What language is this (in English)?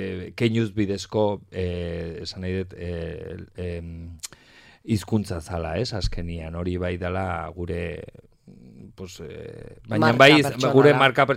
Basque